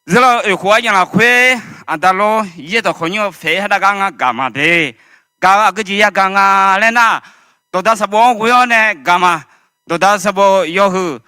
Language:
Akha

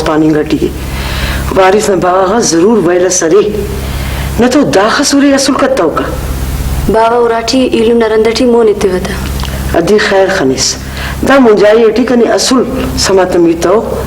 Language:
Brahui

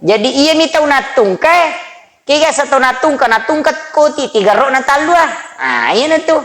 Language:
Buginese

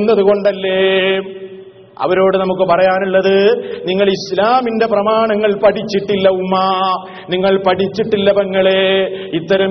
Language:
Malayalam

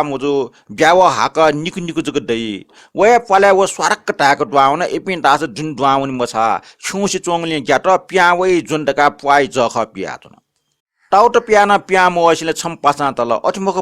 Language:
Newari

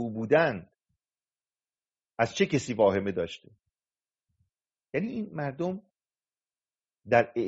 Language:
Persian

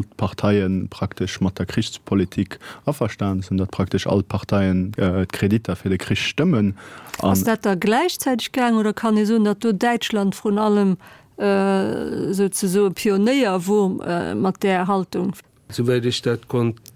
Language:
Luxembourgish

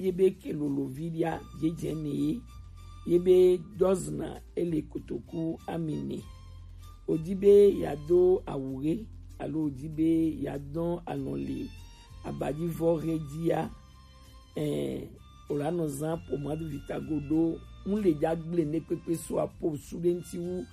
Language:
Gen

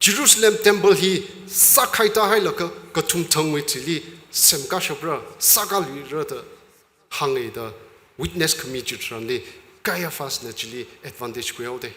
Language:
Tangkhul Naga (India)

